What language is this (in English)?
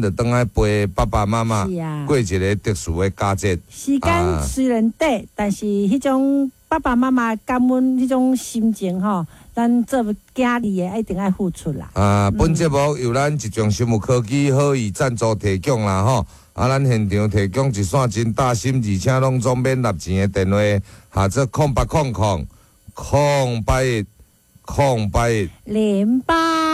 Min Nan Chinese